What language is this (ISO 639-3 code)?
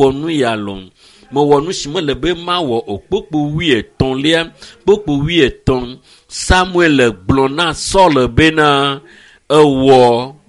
ewe